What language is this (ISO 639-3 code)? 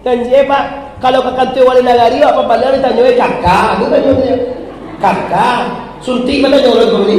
min